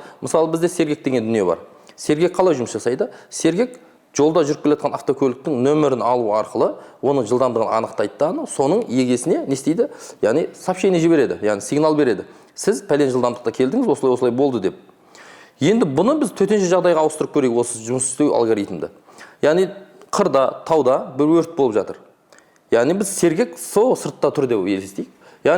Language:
Kazakh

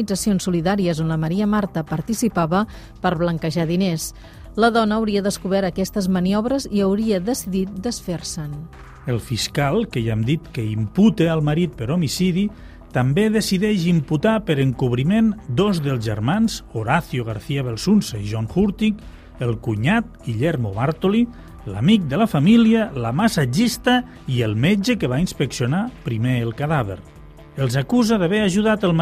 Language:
Catalan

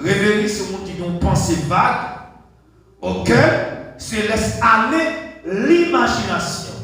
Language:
Haitian Creole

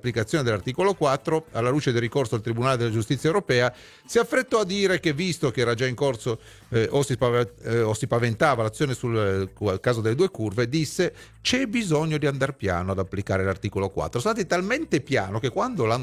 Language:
Italian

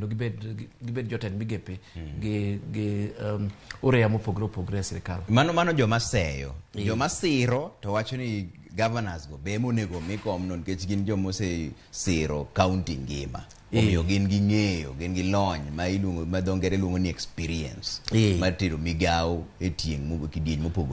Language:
Luo (Kenya and Tanzania)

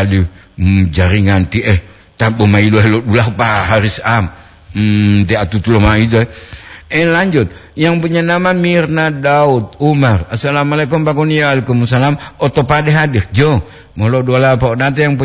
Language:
Gorontalo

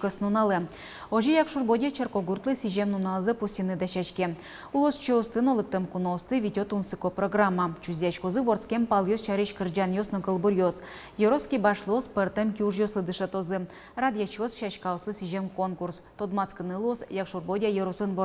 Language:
Udmurt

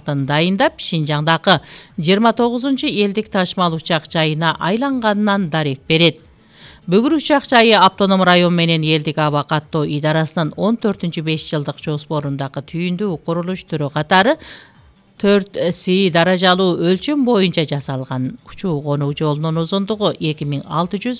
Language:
Kyrgyz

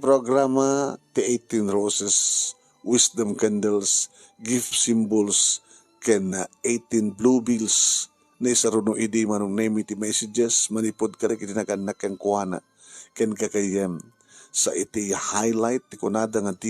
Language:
Iloko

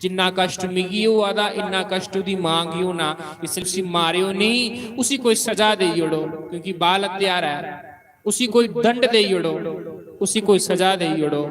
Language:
Dogri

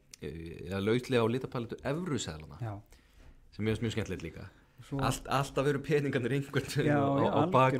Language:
Icelandic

